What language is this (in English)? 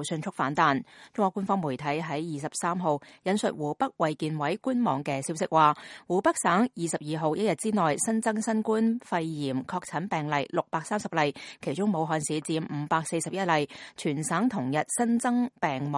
Cantonese